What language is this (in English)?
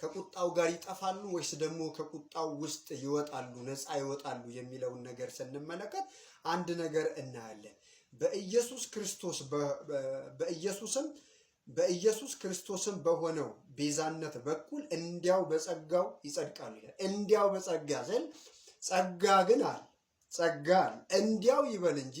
Amharic